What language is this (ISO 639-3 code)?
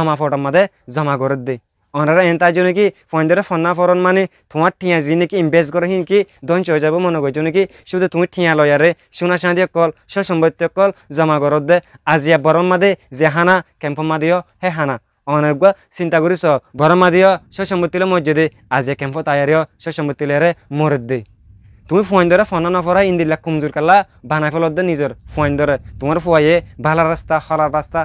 rhg